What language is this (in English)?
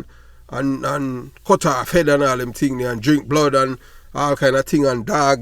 Jamaican Creole English